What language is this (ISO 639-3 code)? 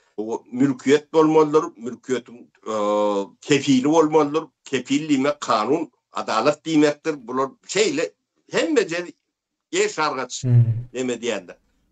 tuk